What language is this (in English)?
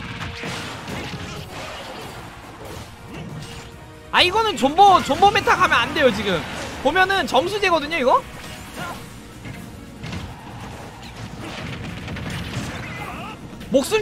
Korean